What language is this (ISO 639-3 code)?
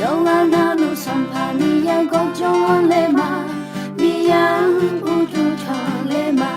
ahk